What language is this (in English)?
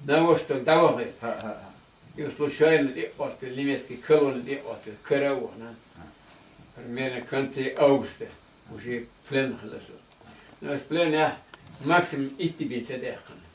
Chechen